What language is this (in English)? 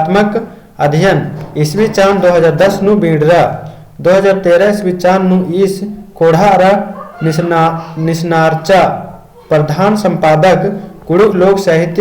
Kurukh